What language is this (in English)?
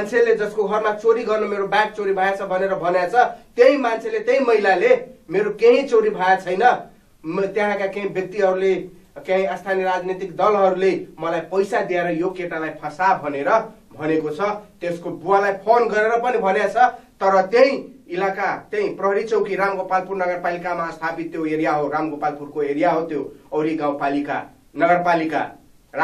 Nepali